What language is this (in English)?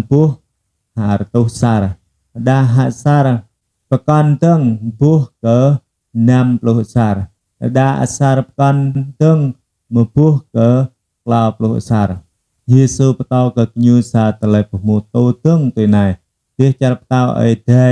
Jarai